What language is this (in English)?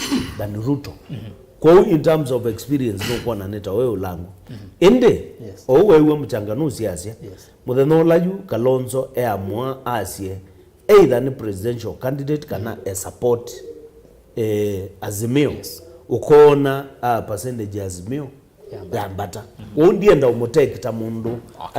Kamba